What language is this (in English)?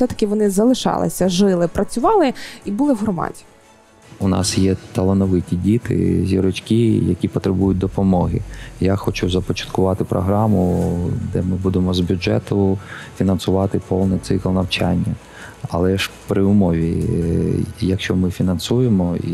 Ukrainian